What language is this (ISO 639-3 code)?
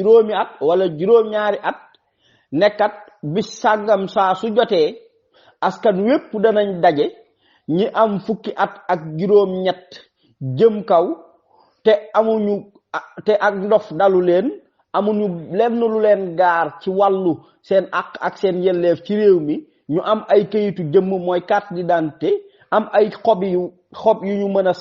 wol